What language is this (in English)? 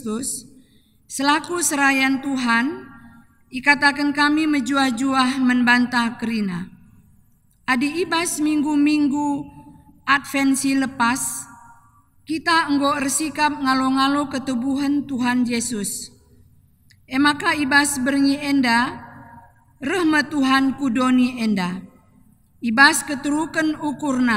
Batak Karo